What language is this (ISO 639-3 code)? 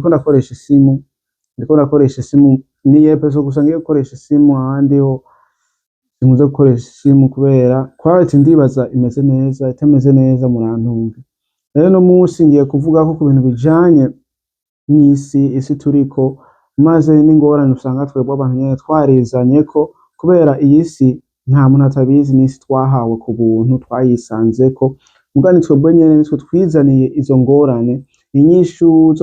run